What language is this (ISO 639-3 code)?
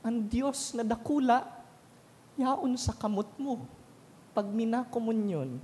bik